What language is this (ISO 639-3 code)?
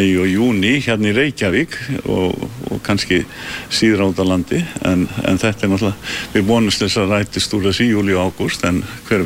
isl